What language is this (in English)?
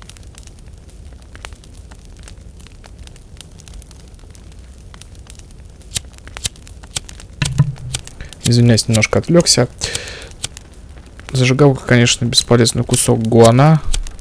Russian